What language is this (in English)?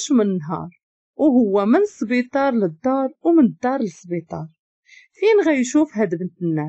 Moroccan Arabic